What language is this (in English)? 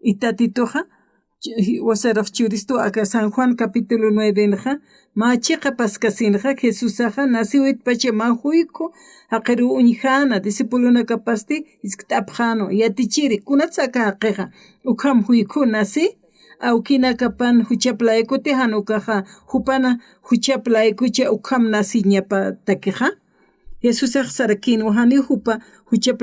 Aymara